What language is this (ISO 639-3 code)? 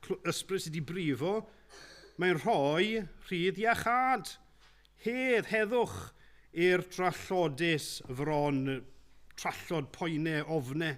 cym